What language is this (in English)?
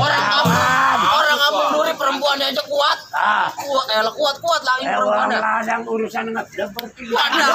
Betawi